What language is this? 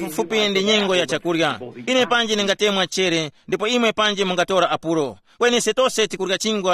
Tumbuka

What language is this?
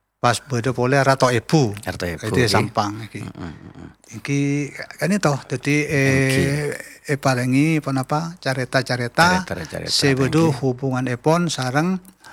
Madurese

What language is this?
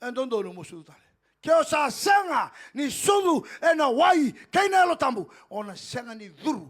Fijian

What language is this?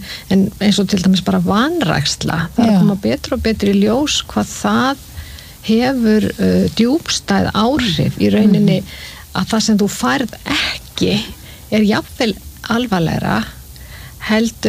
Icelandic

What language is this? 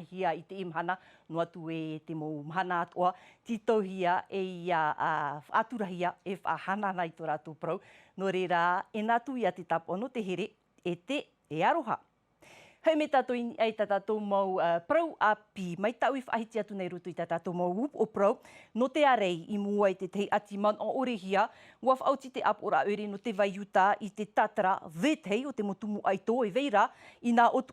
Tahitian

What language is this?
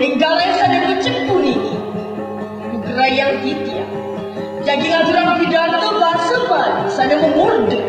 Balinese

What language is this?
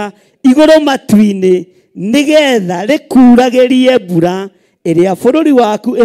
Kikuyu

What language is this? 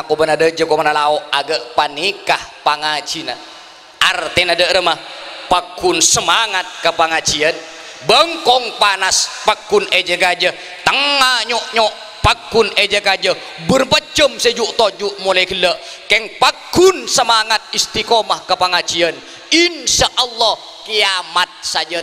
Madurese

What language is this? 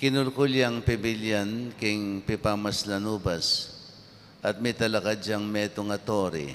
Pampanga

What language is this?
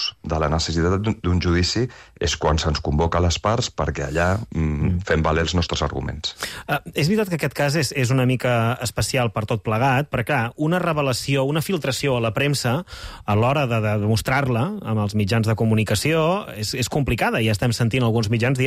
Catalan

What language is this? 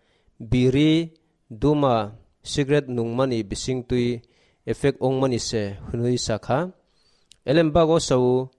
Kok Borok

